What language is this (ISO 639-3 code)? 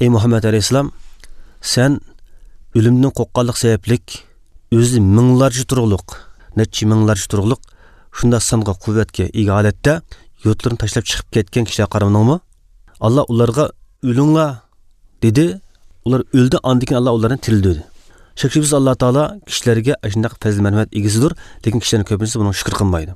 uig